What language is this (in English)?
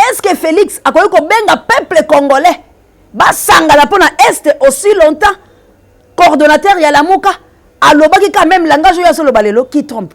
Lingala